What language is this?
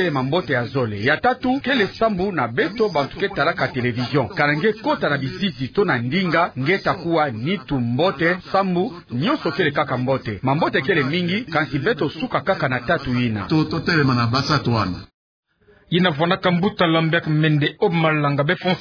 Kituba (Democratic Republic of Congo)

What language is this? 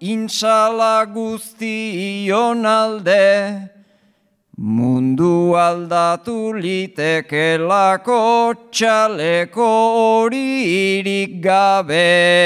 Basque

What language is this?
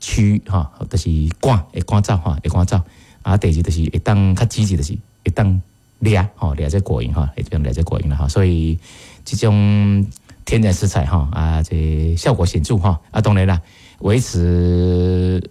Min Nan Chinese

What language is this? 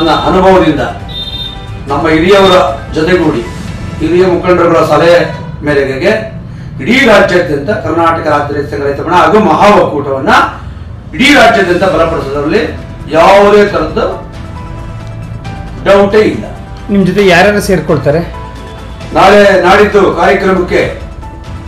Kannada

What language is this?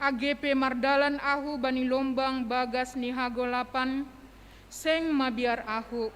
Batak Simalungun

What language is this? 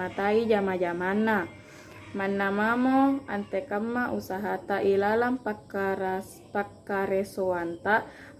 Makasar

